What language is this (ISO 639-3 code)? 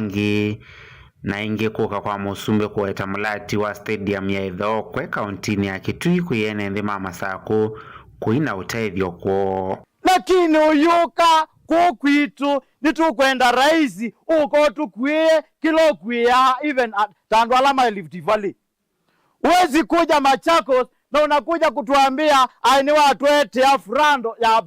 kam